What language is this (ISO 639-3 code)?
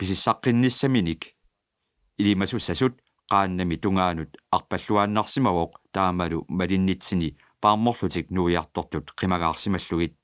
kal